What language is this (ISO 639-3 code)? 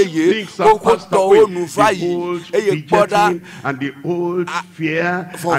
ewe